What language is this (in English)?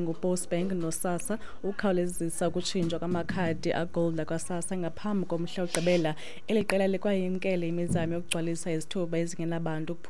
Xhosa